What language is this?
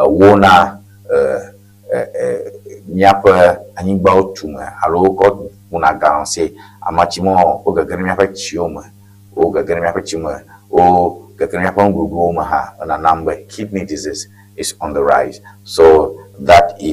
Ewe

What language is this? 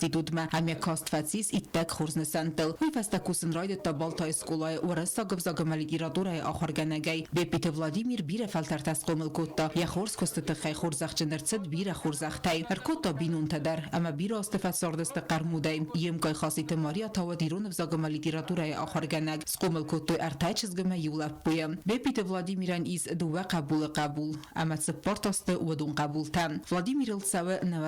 Ossetic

